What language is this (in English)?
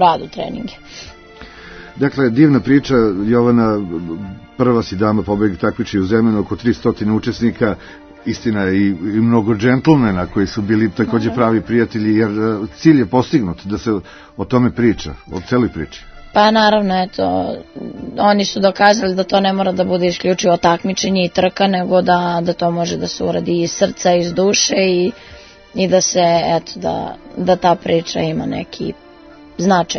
Serbian